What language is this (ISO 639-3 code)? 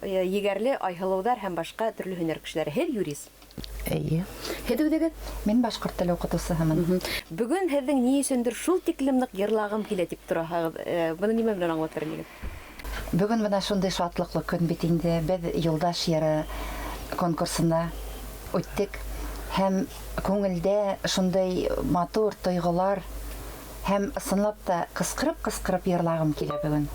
bak